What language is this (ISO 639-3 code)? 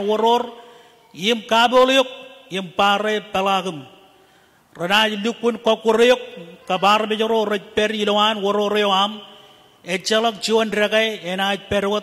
mah